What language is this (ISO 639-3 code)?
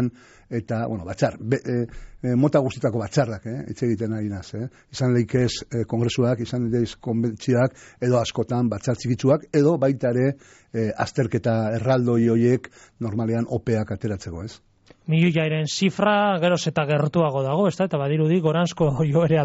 eus